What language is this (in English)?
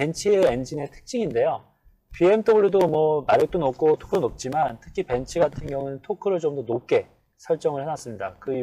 Korean